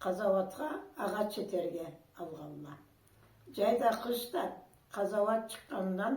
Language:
Karachay-Balkar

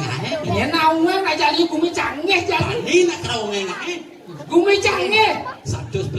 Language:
Balinese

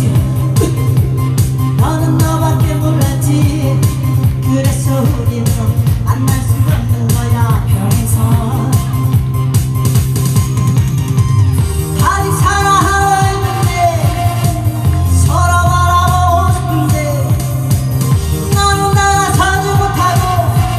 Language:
Korean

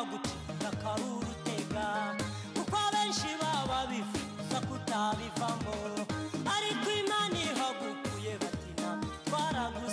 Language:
Kinyarwanda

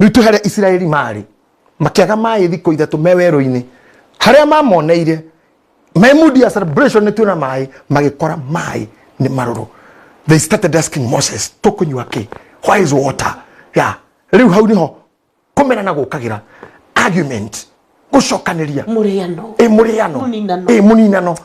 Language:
Kikuyu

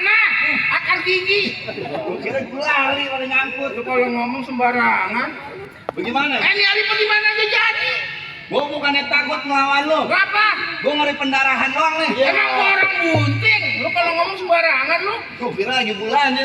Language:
Betawi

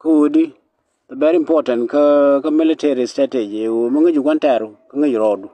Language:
Nuer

